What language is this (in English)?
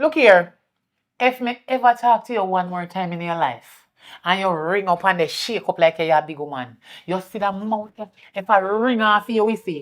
Jamaican Creole English